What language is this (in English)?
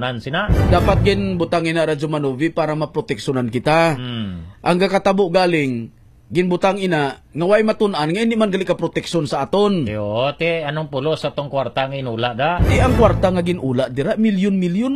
Hiligaynon